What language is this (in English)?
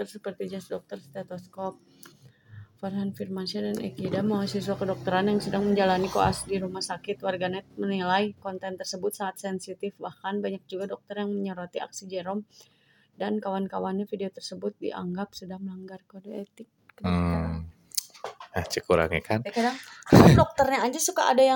Indonesian